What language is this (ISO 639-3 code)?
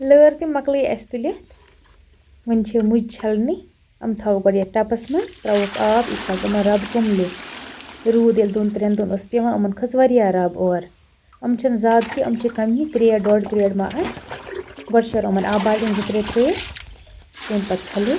kas